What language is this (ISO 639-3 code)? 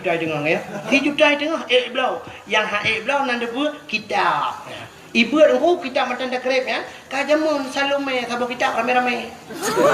ace